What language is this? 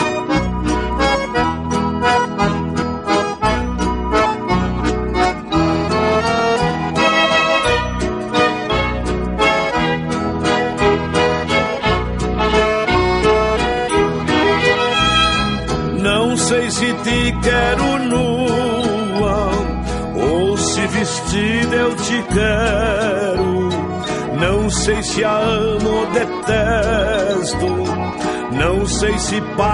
Portuguese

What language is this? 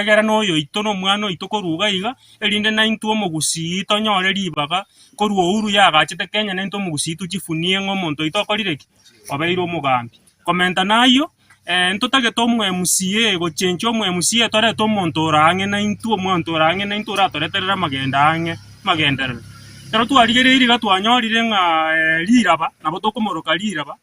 Gusii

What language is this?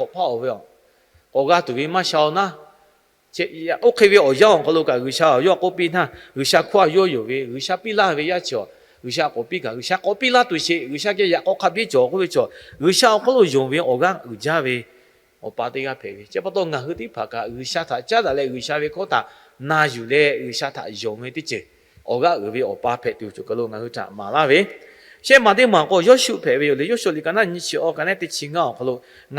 Lahu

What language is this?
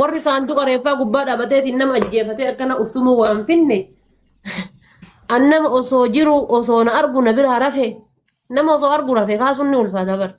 Oromo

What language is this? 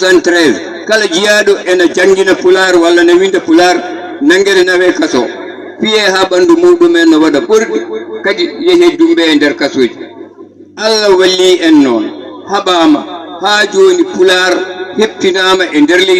Fula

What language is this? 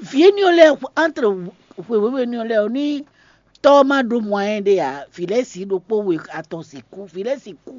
Fon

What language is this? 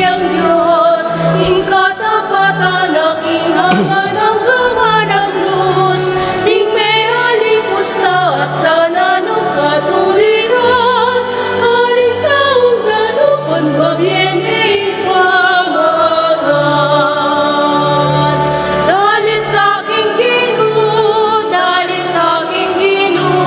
Pampanga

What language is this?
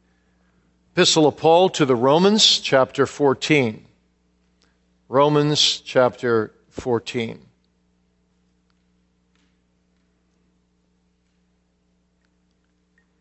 English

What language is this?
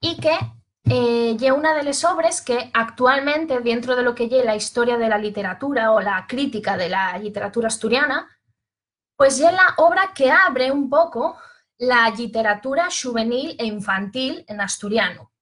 Asturian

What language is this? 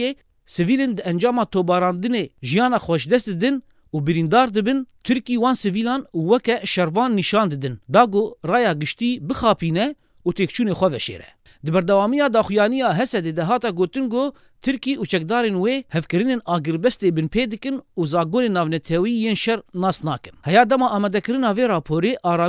Kurdish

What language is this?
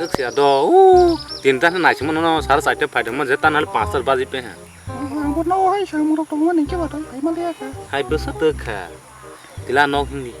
Kok Borok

